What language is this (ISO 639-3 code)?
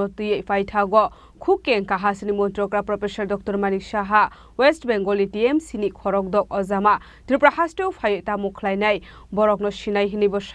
trp